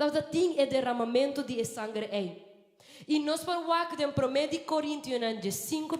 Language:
Papiamento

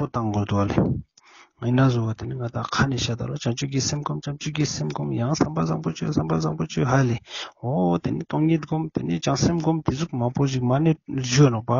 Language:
Ladakhi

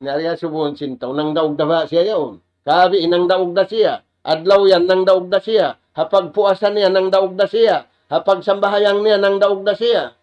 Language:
Tausug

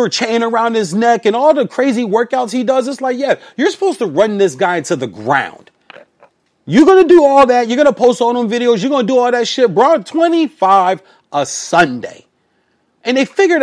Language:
English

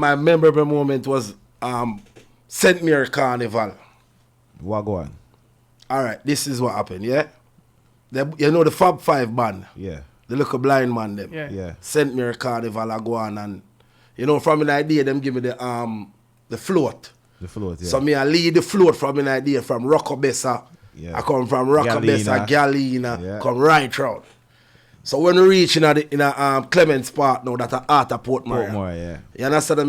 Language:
Jamaican Creole English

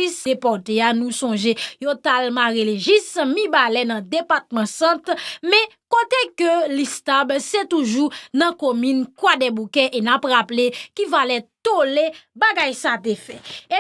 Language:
Haitian Creole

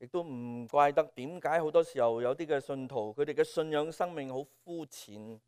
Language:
Cantonese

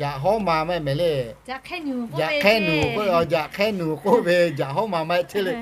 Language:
Lahu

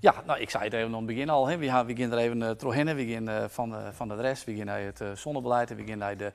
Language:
Western Frisian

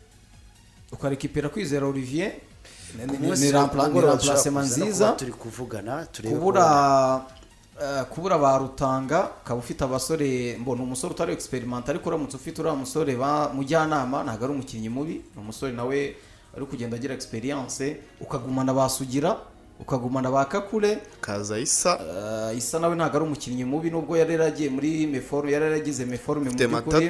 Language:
Kinyarwanda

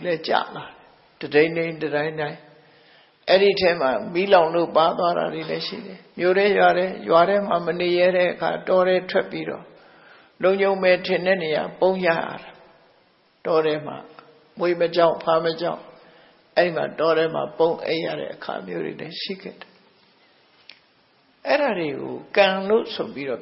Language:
Burmese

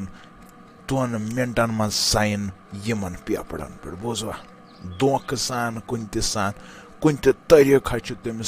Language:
Kashmiri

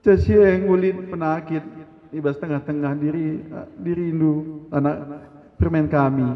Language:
Batak Karo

